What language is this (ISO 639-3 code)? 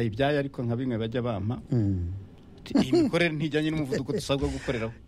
kin